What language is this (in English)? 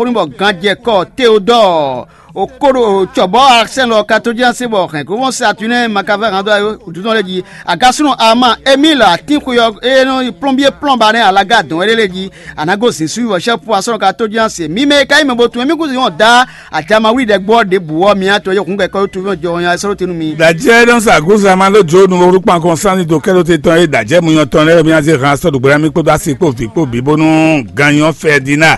Fon